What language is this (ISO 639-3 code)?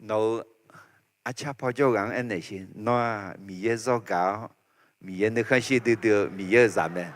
ahk